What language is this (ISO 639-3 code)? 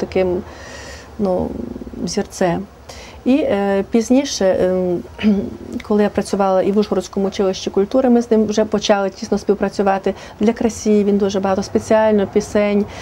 ukr